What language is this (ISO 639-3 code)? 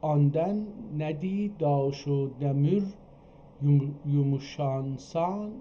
azb